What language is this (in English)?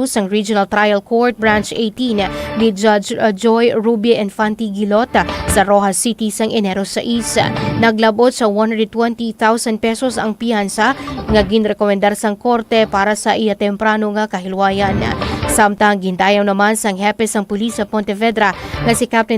Hiligaynon